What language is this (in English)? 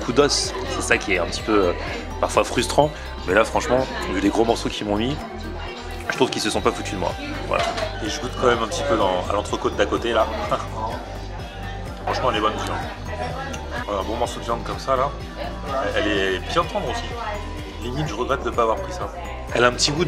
French